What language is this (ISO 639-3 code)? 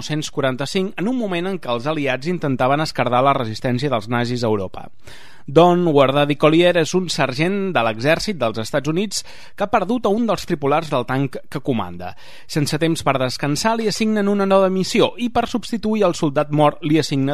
cat